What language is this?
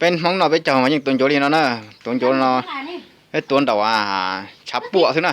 Hmong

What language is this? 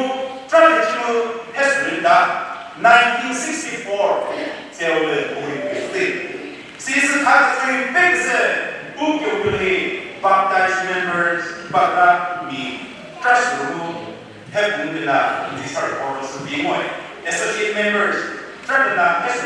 Chokri Naga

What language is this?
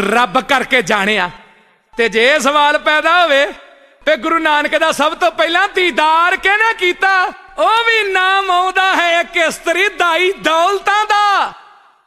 Punjabi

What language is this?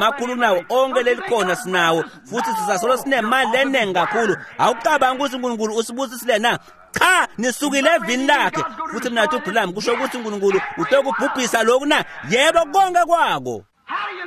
Swati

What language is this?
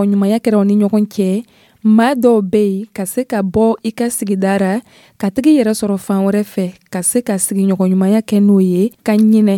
Dyula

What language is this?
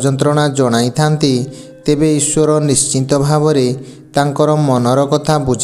Odia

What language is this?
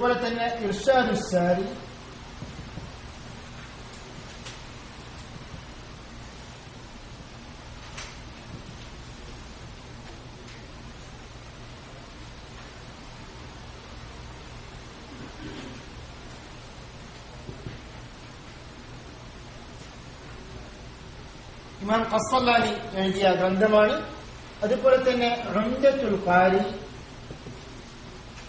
Malayalam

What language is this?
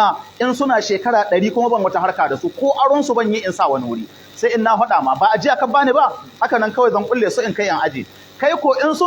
Hausa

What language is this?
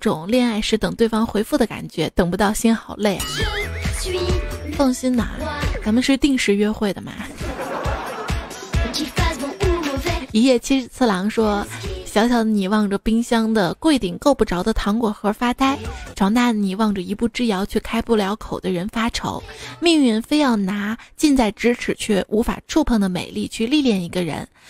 Chinese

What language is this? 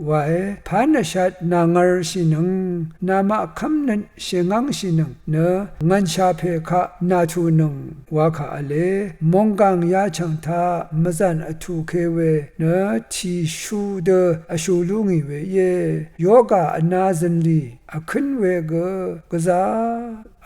Rawang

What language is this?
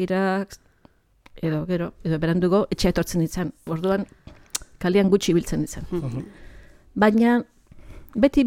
Basque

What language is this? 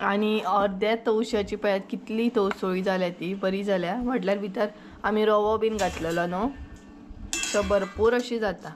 Konkani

